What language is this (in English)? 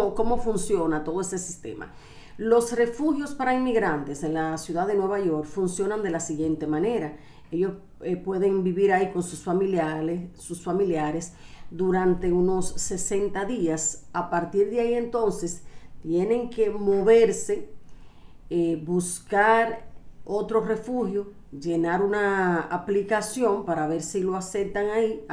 Spanish